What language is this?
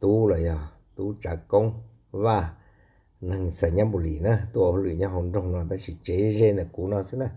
Hmong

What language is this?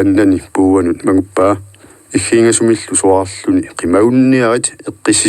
Kalaallisut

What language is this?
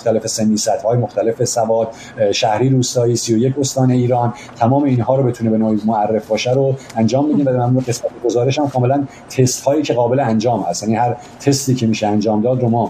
Persian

